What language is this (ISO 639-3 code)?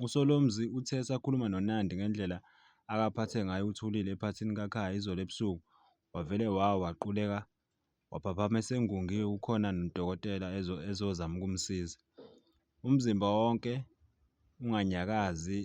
zul